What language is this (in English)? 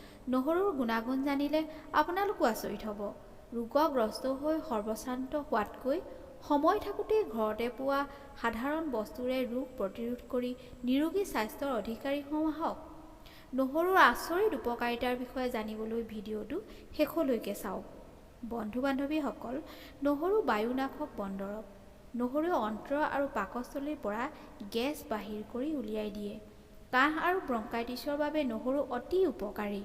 Assamese